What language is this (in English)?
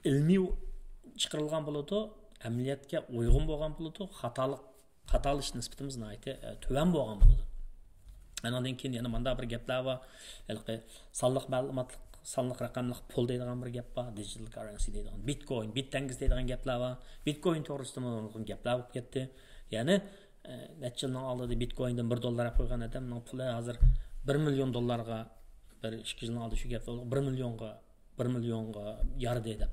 Uyghur